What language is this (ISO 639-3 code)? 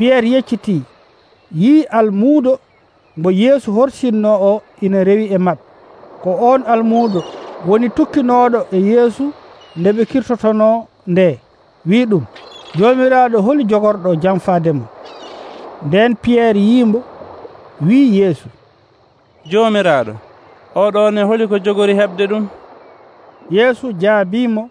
fuv